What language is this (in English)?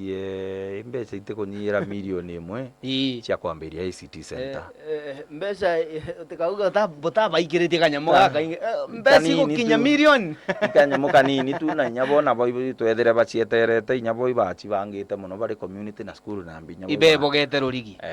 Meru